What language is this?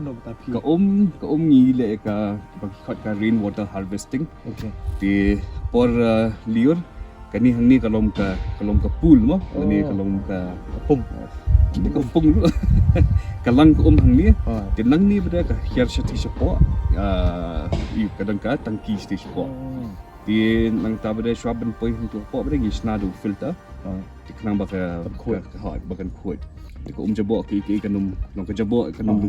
Khasi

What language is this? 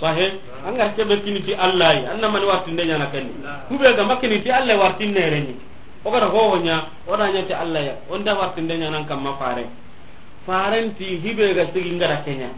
Soninke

